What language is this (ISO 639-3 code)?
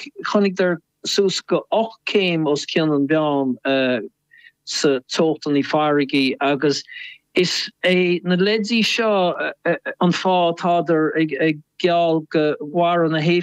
gle